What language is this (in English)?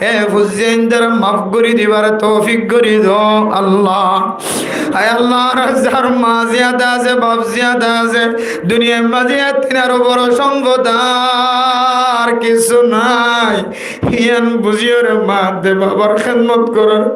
Rohingya